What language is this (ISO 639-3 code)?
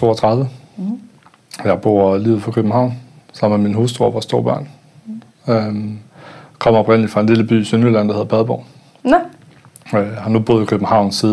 dan